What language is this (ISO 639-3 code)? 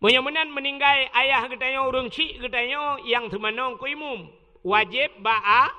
ace